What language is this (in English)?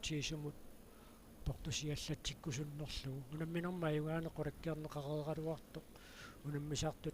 Kalaallisut